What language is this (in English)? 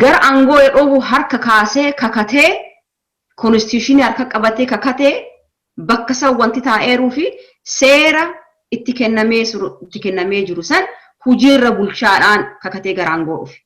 Oromo